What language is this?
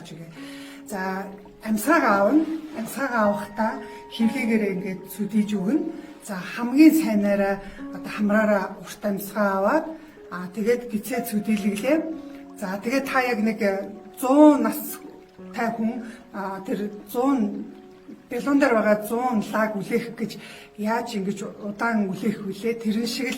Mongolian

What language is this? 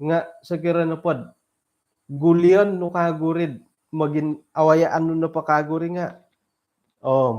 Central Dusun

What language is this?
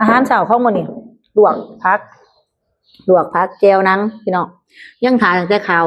Lao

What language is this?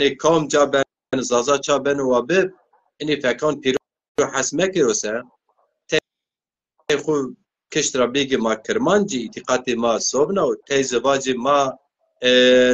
Zaza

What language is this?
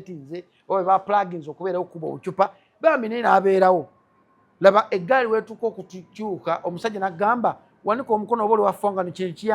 Ganda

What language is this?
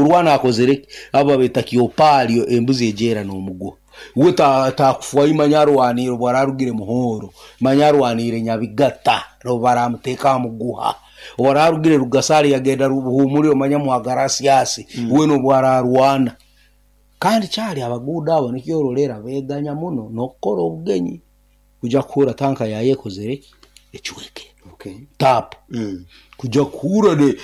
Nyoro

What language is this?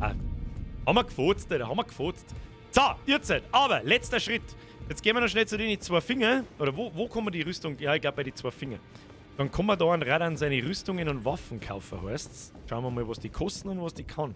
Bavarian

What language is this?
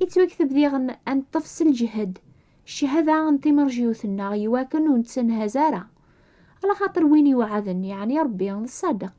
Kabyle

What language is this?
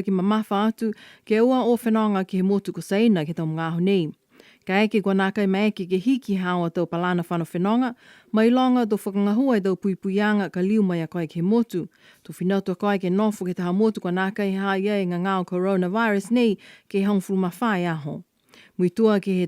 Niuean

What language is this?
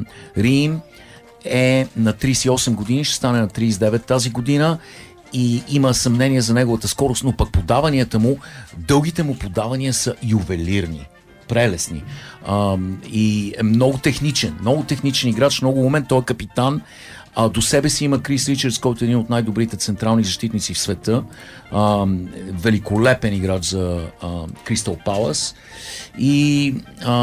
Bulgarian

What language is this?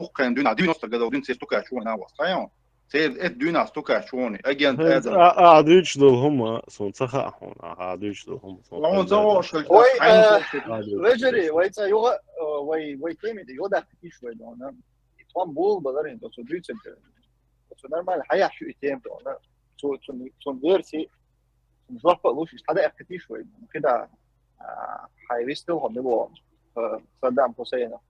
Chechen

